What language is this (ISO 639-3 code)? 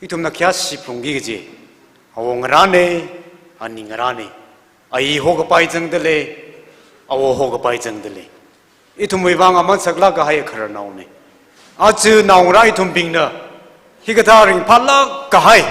nmf